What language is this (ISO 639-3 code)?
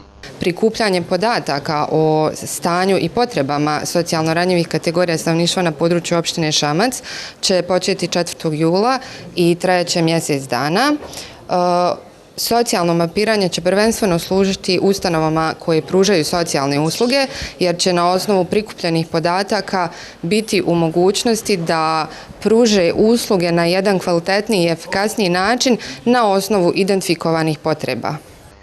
bos